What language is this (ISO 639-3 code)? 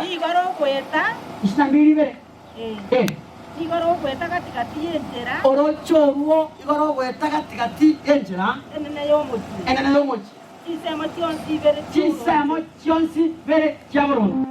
guz